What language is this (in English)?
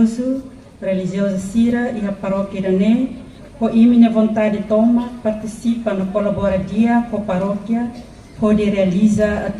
Tetum